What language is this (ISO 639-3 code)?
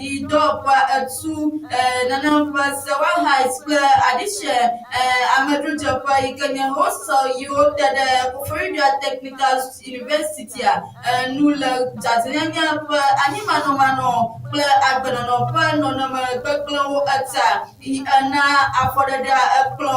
ewe